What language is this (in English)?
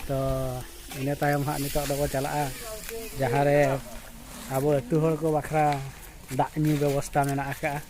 Santali